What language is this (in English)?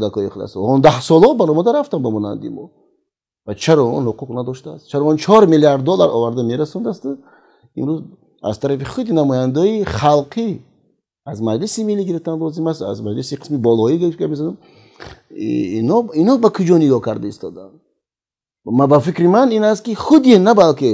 Tajik